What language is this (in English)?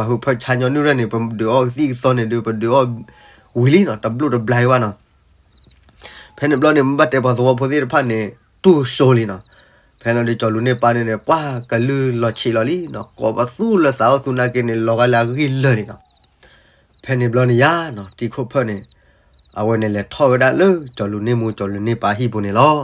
S'gaw Karen